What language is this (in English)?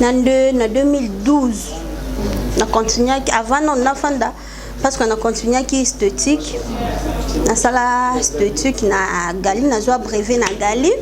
Lingala